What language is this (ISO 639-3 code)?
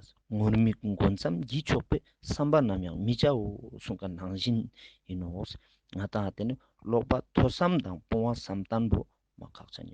lbj